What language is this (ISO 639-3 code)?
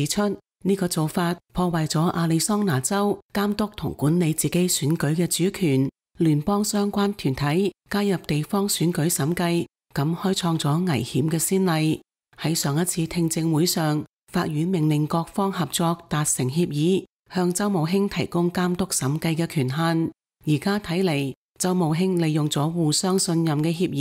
yue